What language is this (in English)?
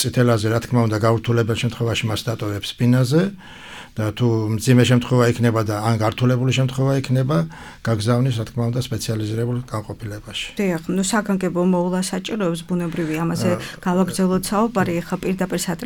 Georgian